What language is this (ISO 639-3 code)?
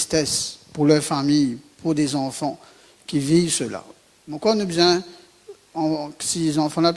mfe